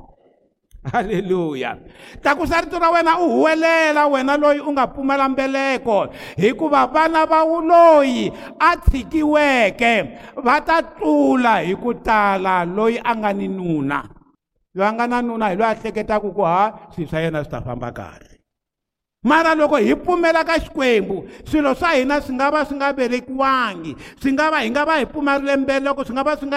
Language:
Tsonga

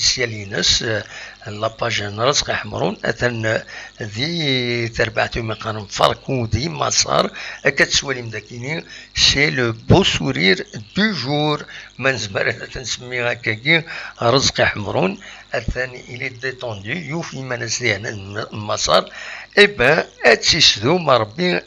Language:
Kabyle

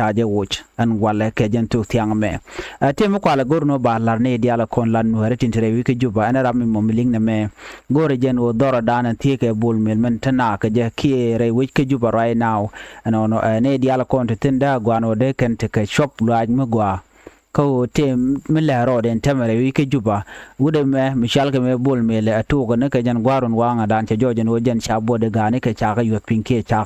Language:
Nuer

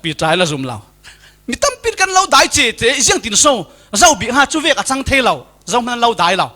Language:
Falam Chin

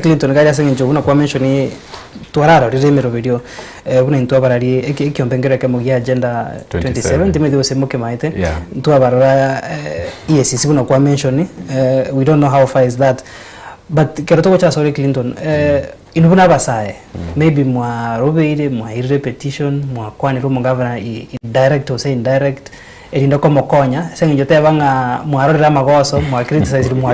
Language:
Gusii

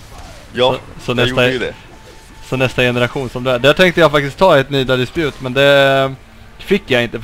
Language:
Swedish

